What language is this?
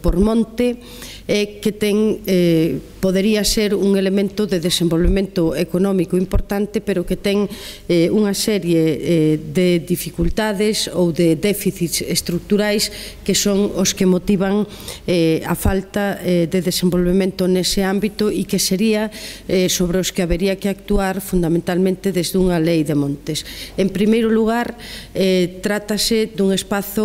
Galician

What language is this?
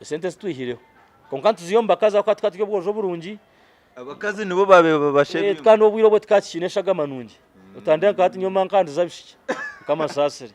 Nyankole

